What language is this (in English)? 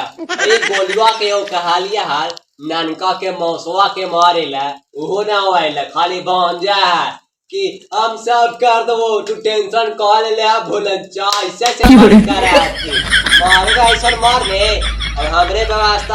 Magahi